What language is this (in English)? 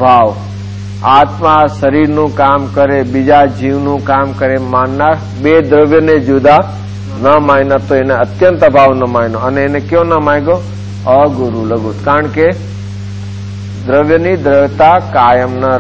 Gujarati